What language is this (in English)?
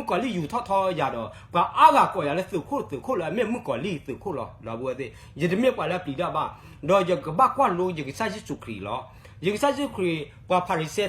S'gaw Karen